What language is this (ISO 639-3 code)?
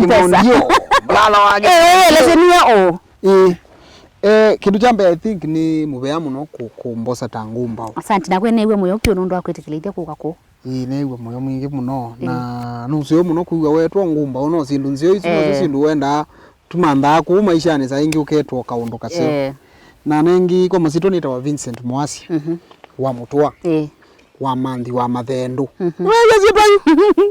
kam